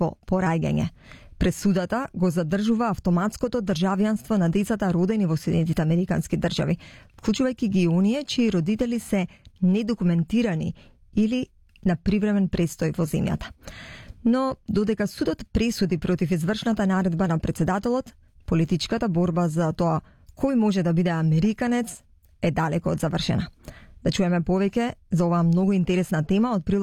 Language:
Macedonian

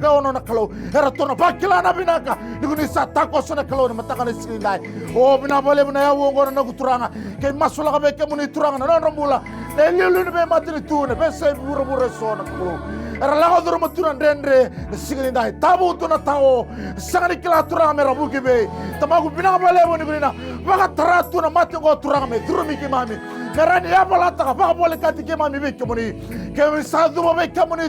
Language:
Fijian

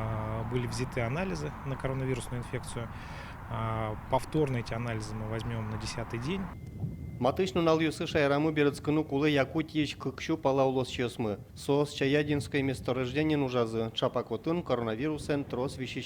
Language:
Udmurt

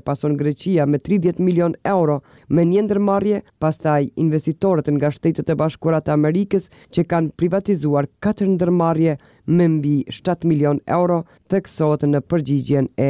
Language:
Albanian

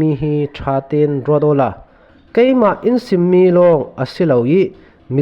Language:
Falam Chin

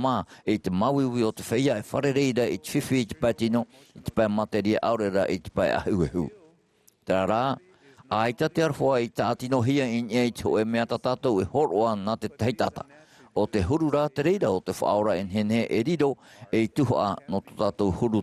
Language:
Tahitian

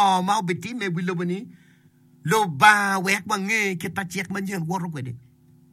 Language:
Acoli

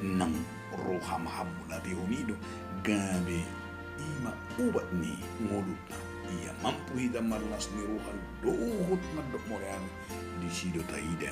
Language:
Batak Toba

